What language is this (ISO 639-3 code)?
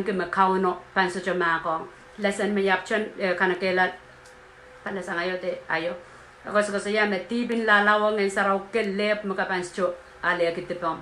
pon